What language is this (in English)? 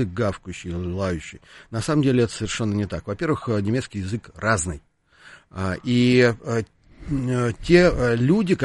Russian